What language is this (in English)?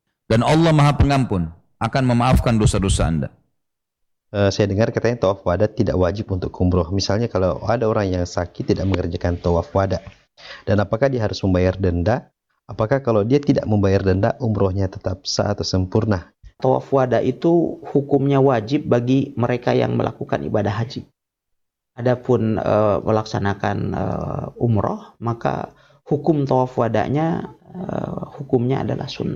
Indonesian